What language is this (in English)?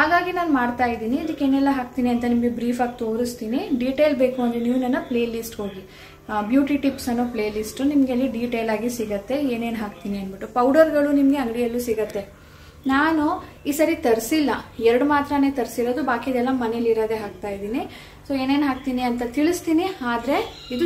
Kannada